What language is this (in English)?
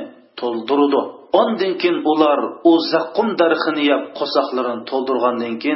Uyghur